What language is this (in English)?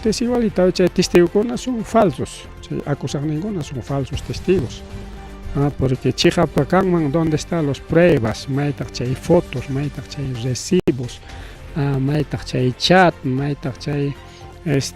Ayacucho Quechua